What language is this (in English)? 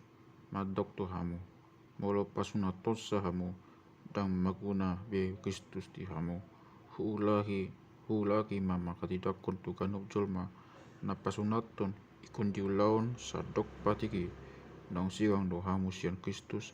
Batak Toba